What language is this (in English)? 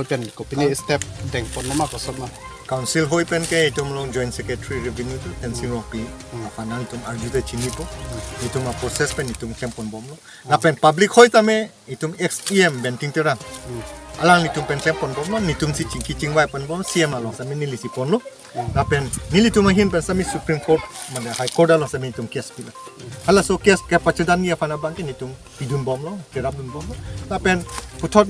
Karbi